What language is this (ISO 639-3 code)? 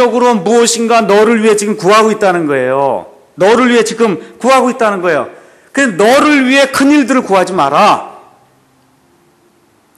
kor